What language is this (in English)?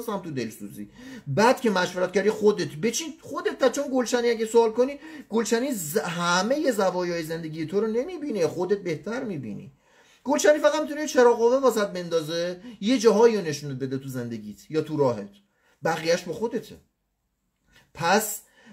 Persian